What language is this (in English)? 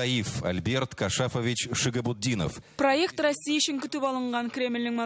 Tatar